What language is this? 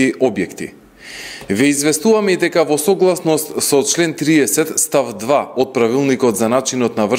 Macedonian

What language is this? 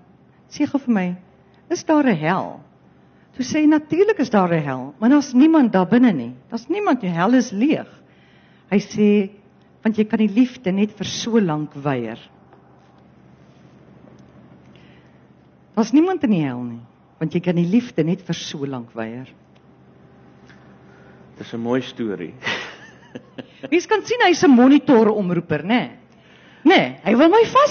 Afrikaans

